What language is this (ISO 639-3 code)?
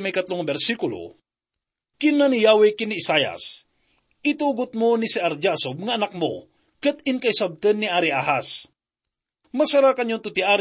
ilo